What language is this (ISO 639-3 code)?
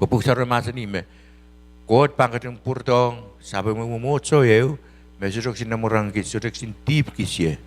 pon